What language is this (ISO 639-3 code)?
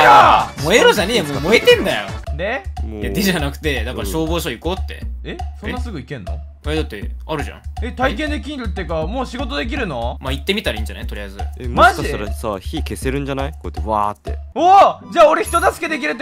jpn